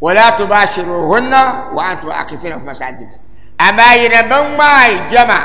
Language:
Dagbani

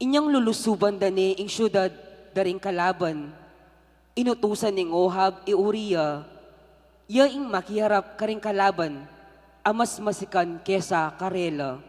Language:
Pampanga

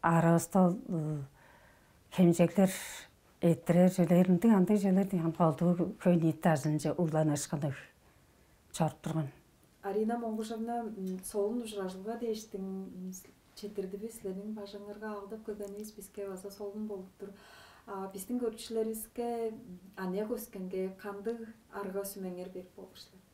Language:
Tuvinian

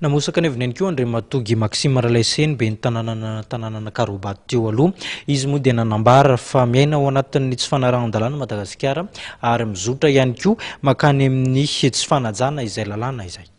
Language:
Malagasy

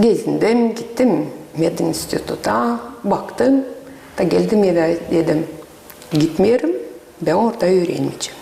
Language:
Gagauz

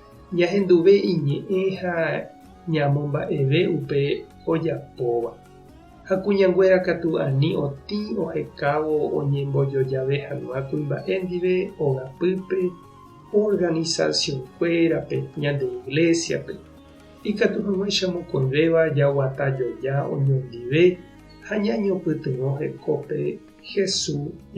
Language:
Guarani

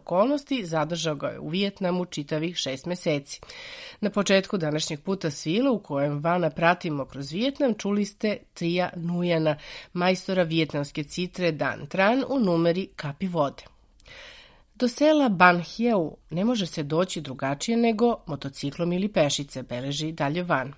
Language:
Serbian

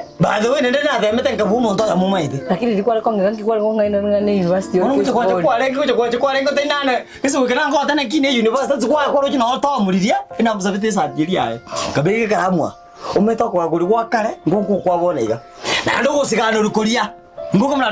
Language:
Gusii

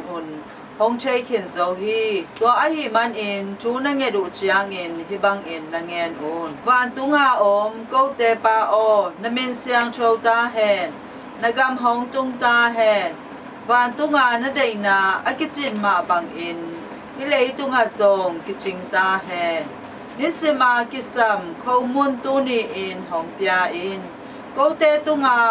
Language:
Tedim Chin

